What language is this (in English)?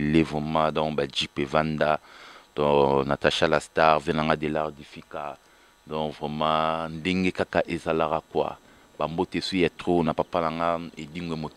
Lingala